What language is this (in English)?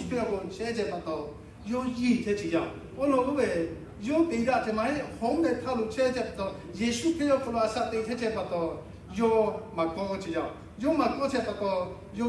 Lahu